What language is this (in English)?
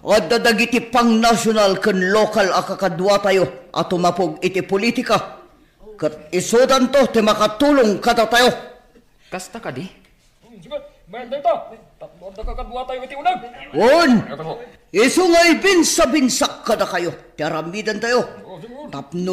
Iloko